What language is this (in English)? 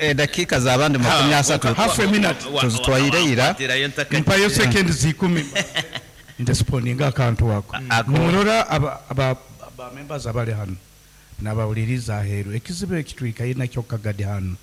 Nyankole